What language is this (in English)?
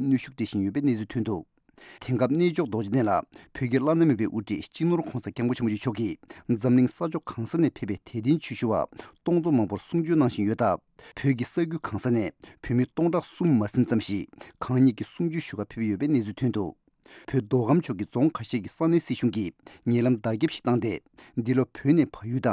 Tibetan